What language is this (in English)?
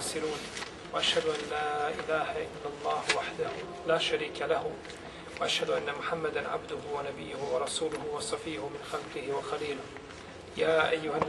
Bosnian